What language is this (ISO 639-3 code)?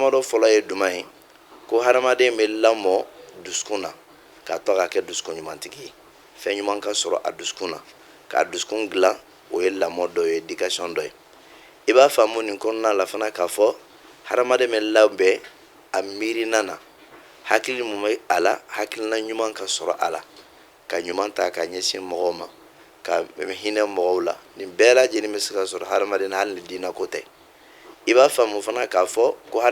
bam